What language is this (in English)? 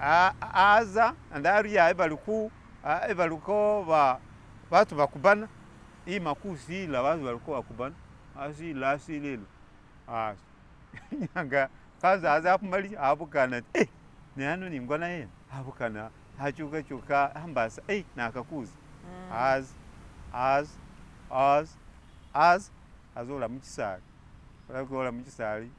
Masaaba